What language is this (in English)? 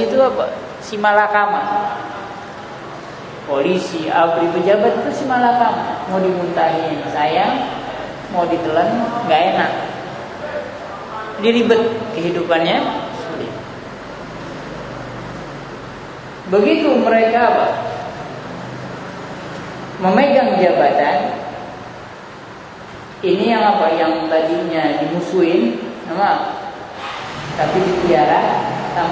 Indonesian